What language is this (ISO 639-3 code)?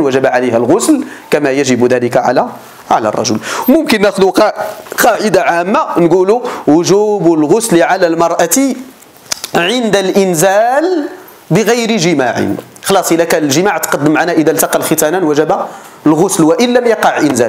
ara